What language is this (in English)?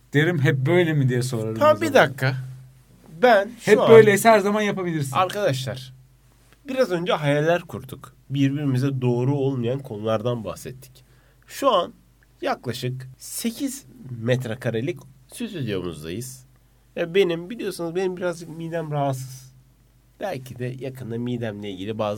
Turkish